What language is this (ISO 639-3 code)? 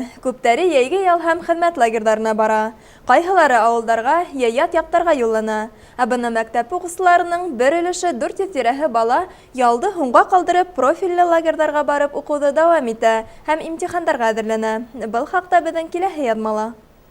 bak